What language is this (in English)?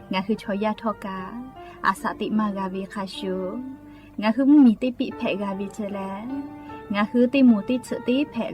Lahu